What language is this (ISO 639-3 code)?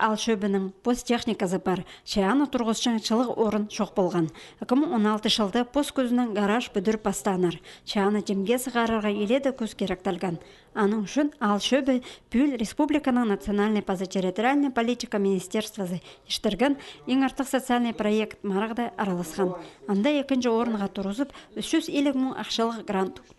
kjh